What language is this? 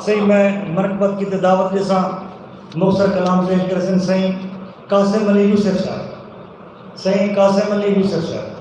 Saraiki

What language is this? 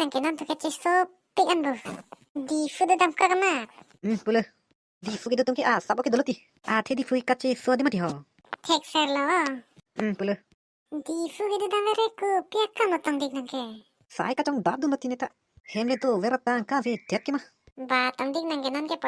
Karbi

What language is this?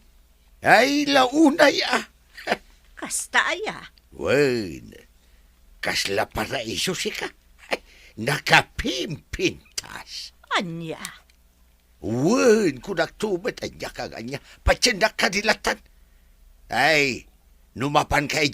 Iloko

